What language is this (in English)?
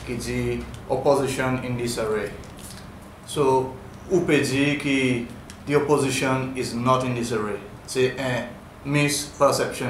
Seselwa Creole French